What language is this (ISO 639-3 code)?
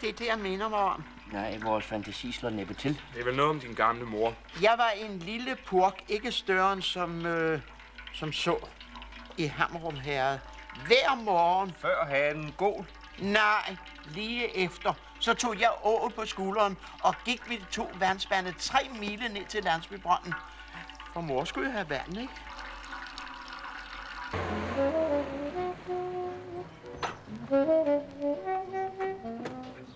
dan